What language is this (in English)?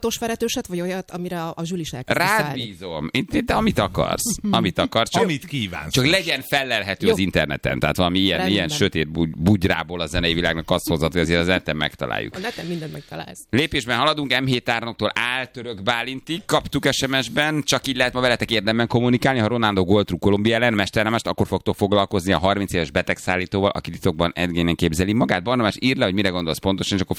Hungarian